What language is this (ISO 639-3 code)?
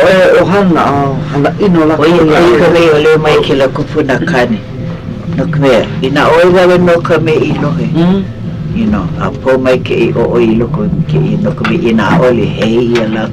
haw